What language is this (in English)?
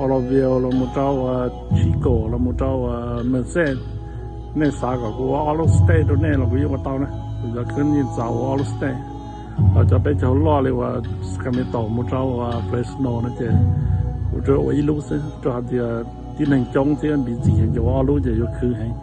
Hmong